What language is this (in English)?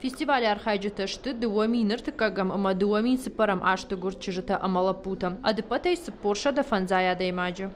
Ossetic